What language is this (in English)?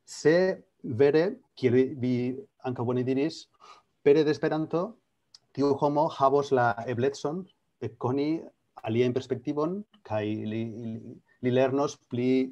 Esperanto